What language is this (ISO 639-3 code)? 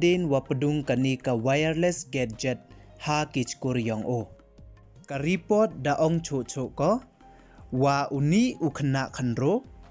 pbv